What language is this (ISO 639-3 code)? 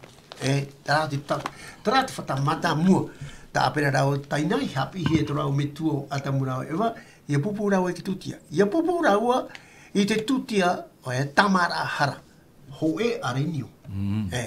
tah